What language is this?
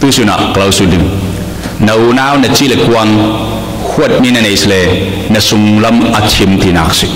Falam Chin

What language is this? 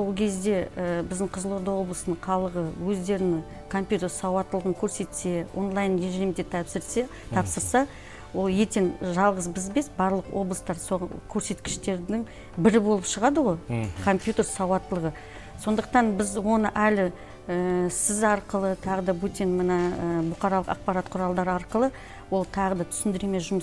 Kazakh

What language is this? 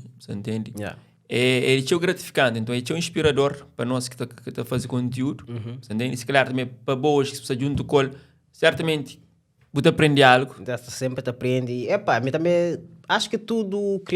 Kabuverdianu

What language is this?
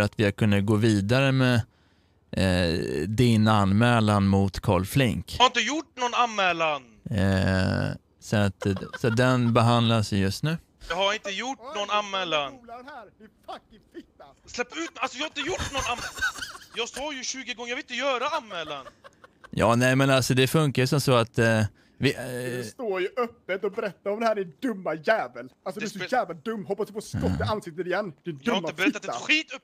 Swedish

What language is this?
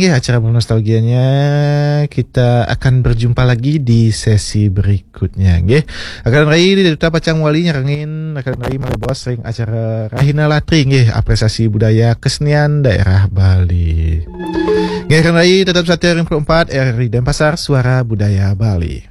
Balinese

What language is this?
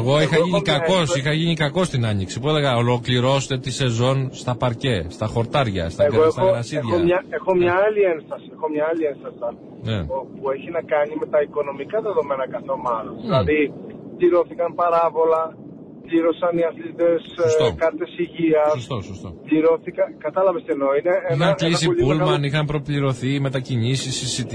Greek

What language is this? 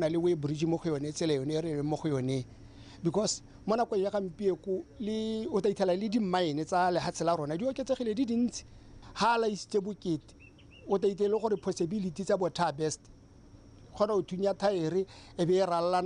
Tswana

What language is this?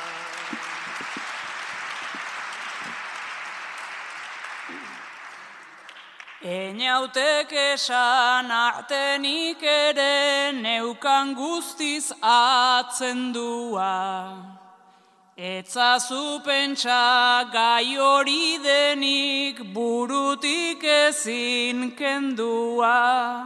Basque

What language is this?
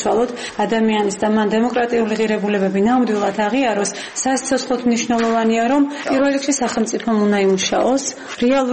Georgian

